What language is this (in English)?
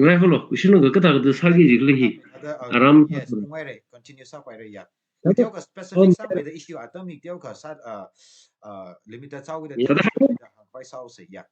Tangkhul Naga (India)